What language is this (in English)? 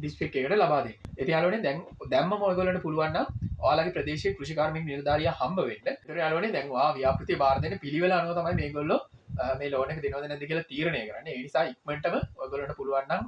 Sinhala